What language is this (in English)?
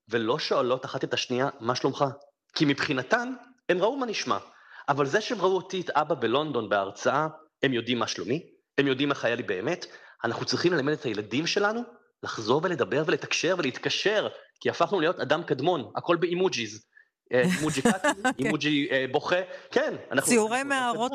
Hebrew